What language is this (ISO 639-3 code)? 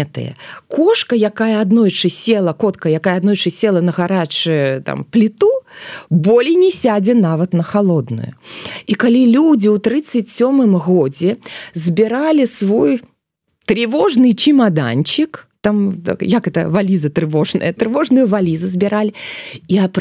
bel